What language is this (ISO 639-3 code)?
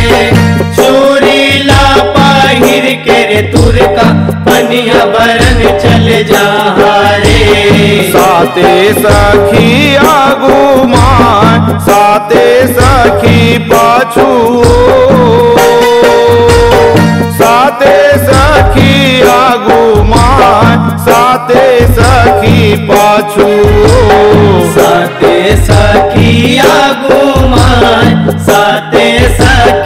hne